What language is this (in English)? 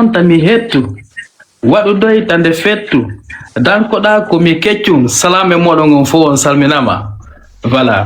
Fula